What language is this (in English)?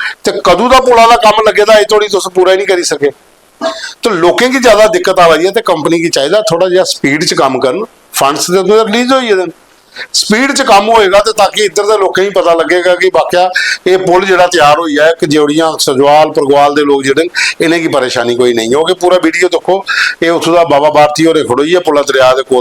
Dogri